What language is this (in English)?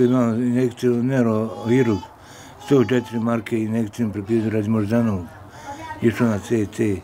Bosnian